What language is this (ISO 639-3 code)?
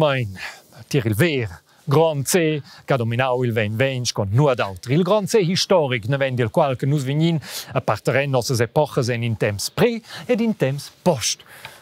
roh